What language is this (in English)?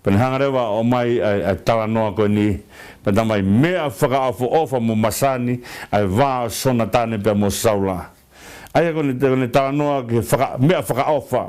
Tongan